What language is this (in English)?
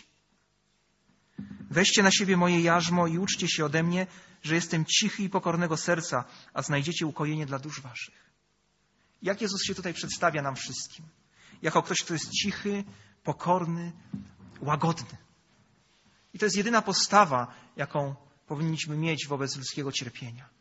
Polish